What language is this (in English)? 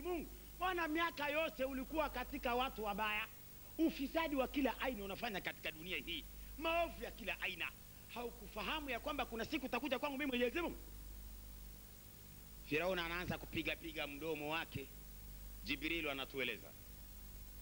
Swahili